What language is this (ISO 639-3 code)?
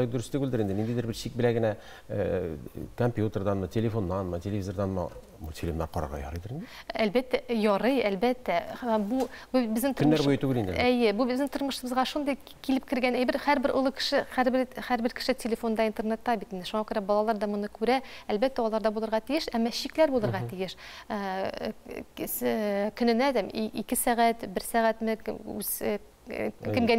tat